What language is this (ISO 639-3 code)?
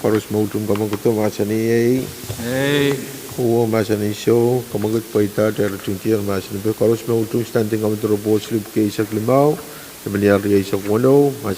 pon